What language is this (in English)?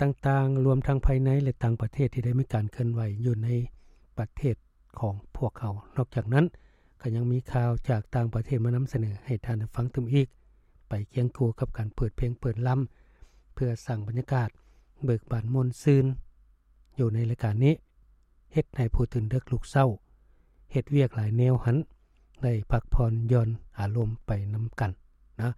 Lao